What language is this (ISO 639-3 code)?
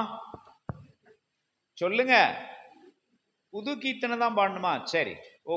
tam